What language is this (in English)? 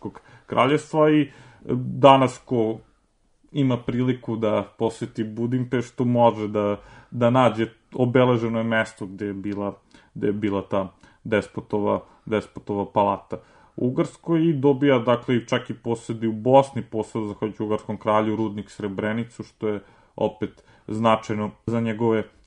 Serbian